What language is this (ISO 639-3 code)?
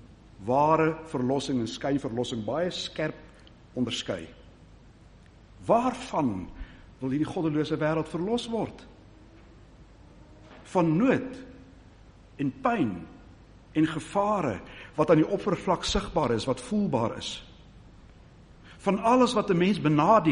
afr